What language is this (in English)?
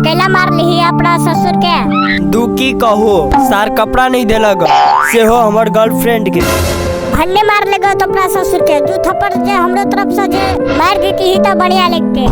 Maithili